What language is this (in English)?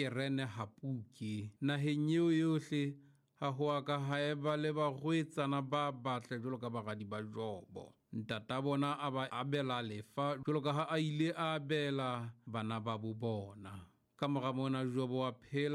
Southern Sotho